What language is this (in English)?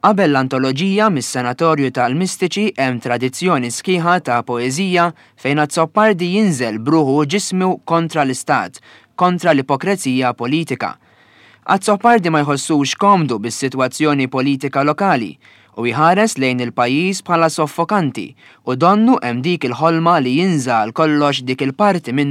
Maltese